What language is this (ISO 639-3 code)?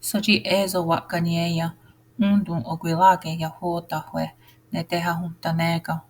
moh